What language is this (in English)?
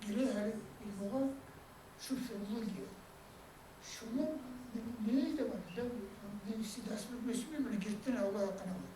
Kumyk